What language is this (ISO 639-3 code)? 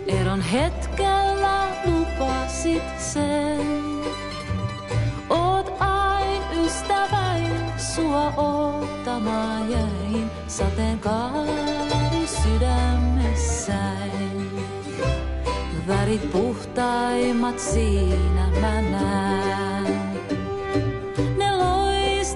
fin